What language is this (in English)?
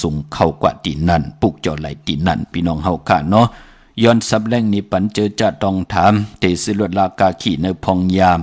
Shan